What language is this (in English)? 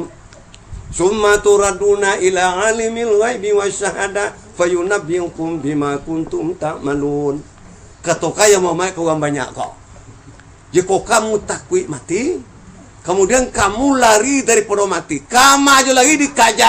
Minangkabau